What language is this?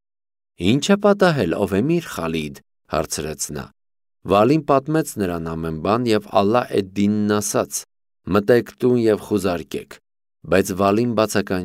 Armenian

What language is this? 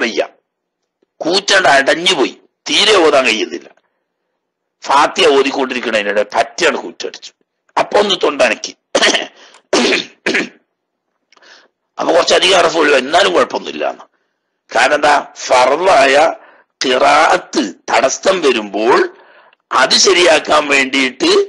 Malayalam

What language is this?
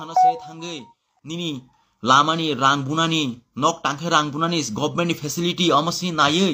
Kok Borok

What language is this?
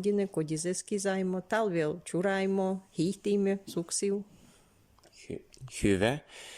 Livvi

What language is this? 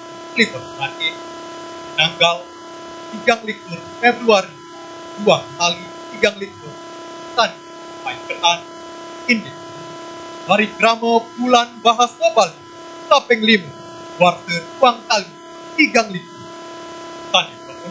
Balinese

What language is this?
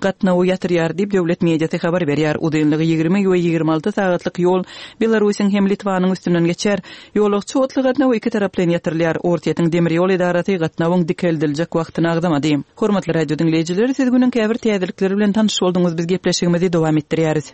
Turkmen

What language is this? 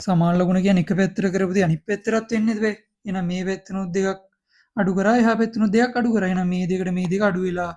Sinhala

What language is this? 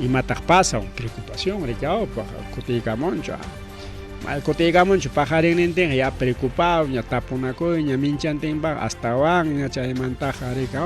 Ayacucho Quechua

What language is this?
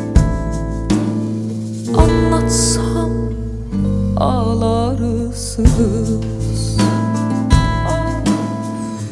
Turkish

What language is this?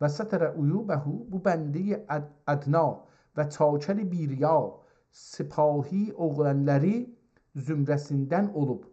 South Azerbaijani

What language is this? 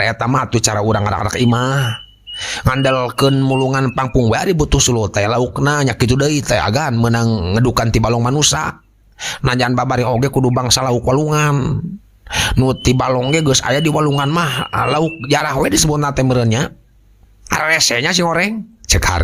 Sundanese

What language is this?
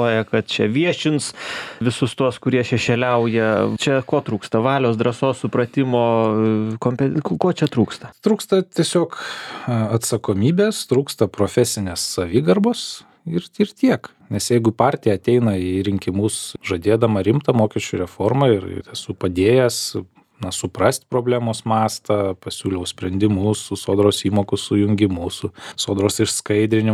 Lithuanian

